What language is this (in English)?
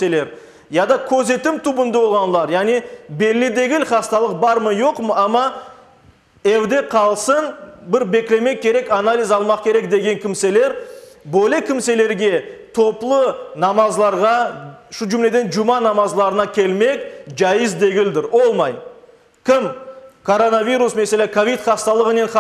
Crimean Tatar